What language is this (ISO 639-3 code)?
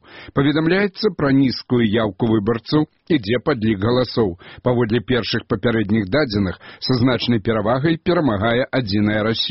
bel